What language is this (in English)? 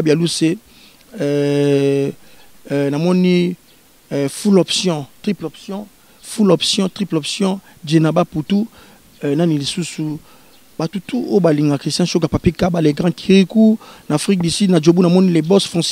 Lingala